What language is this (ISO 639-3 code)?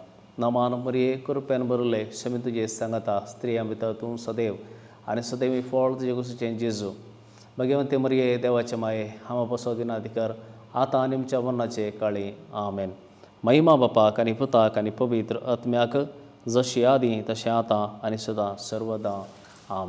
kok